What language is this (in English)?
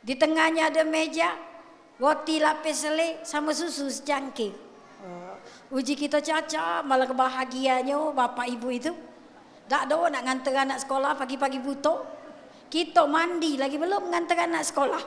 Musi